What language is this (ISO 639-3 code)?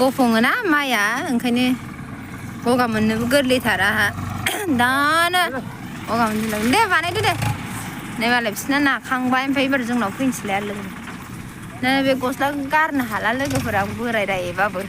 brx